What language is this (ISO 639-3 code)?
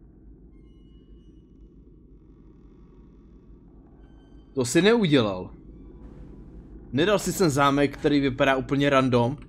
ces